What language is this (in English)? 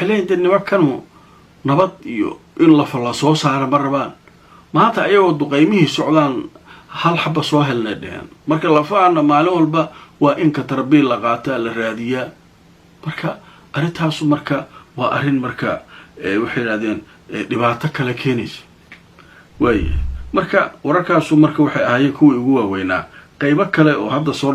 Somali